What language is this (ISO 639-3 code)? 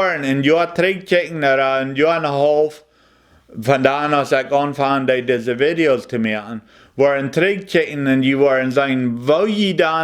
pdt